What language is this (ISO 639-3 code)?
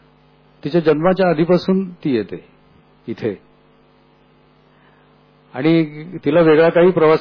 mar